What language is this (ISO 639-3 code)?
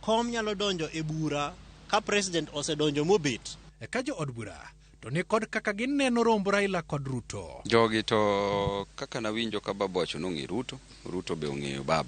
luo